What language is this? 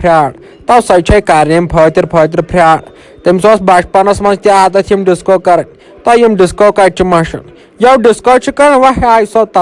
Kashmiri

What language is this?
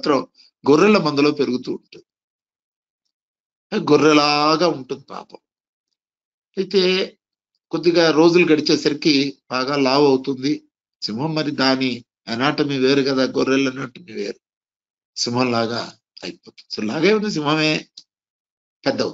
Telugu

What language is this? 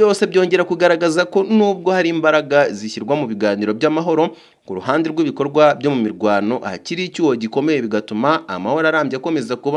Kinyarwanda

